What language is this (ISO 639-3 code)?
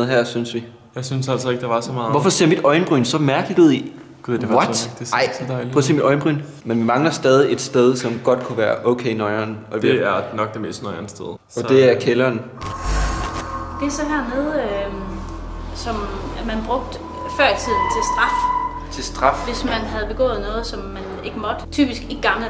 dan